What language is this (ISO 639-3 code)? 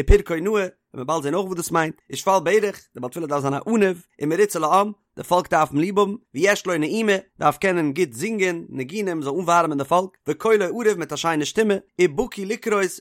yid